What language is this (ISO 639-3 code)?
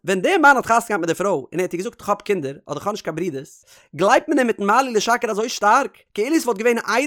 yid